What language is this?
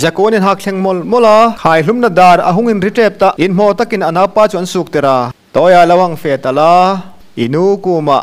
Hmar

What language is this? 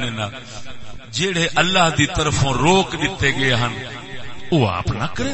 Saraiki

